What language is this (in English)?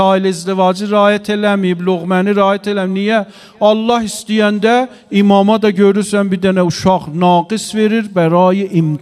Azerbaijani